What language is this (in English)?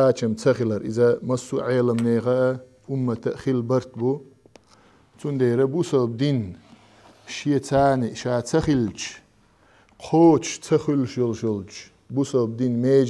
Chechen